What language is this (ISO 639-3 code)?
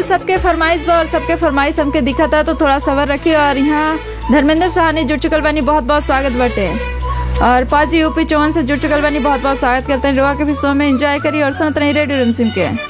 bho